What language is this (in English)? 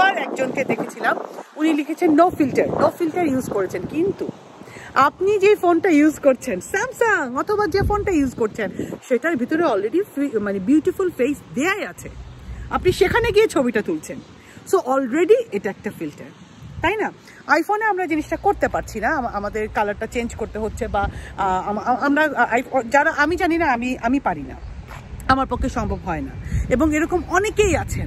Bangla